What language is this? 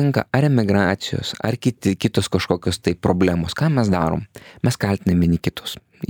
Lithuanian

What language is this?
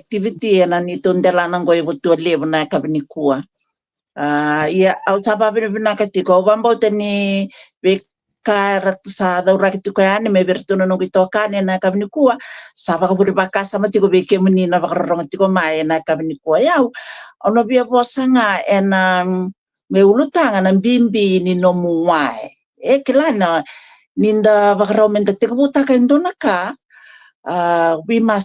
Fijian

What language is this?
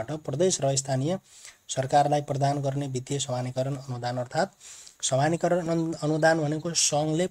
Nepali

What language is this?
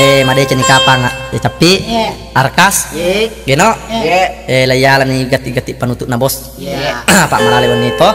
Buginese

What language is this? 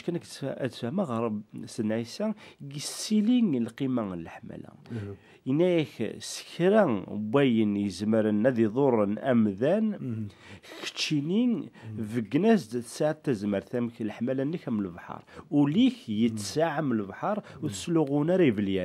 Kabyle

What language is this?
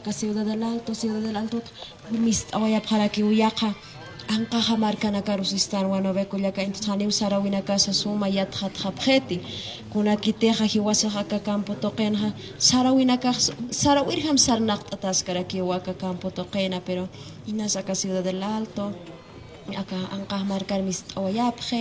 Aymara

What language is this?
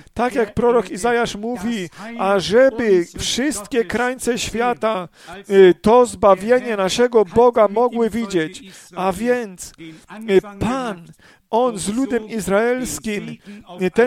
Polish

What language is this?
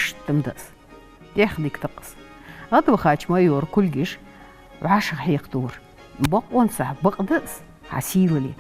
Ingush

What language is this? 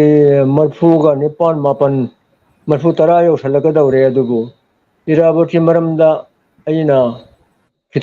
Manipuri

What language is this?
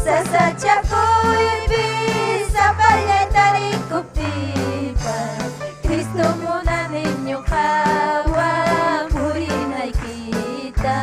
Ayacucho Quechua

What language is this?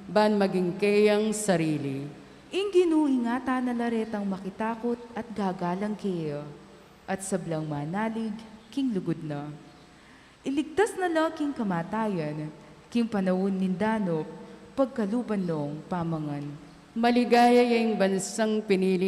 Pampanga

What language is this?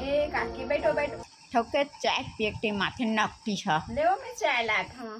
Chhattisgarhi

